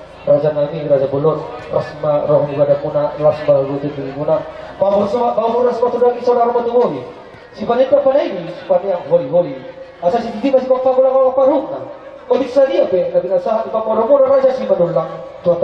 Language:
Batak Toba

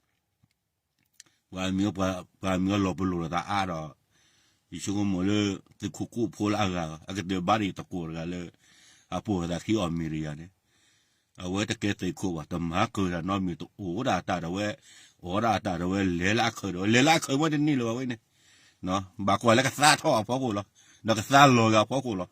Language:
S'gaw Karen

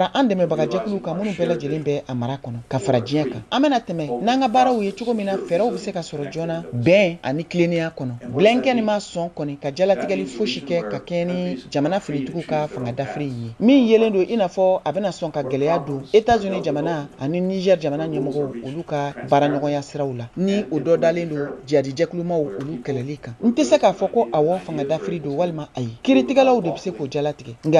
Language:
Bambara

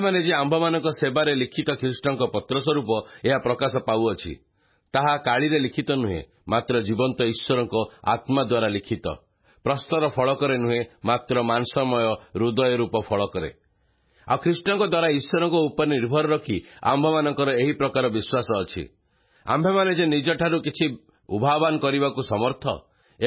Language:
Odia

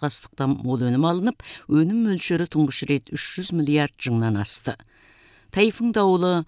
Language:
Kazakh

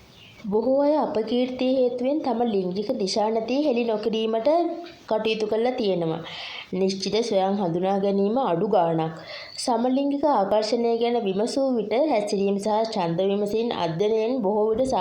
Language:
Sinhala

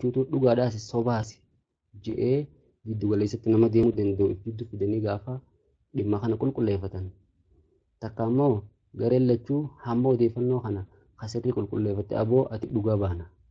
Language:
Oromo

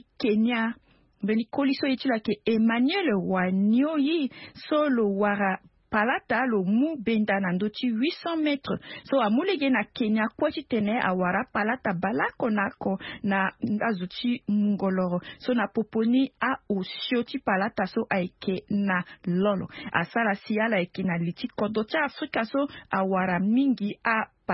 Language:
Sango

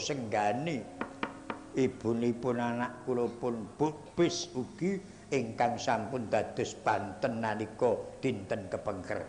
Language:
Javanese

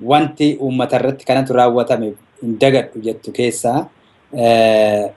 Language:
Oromo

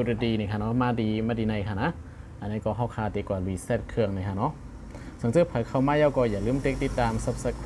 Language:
Shan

